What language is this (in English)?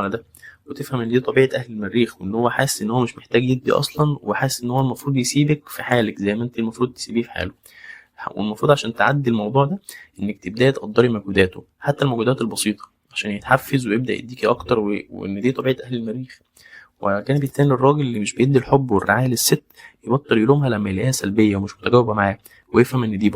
Egyptian Arabic